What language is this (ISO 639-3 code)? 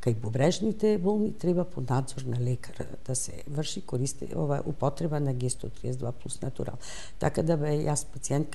mkd